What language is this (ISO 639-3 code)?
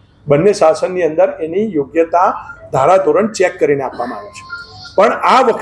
guj